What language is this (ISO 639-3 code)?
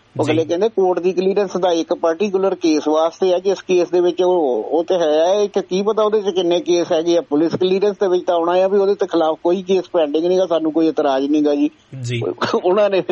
pan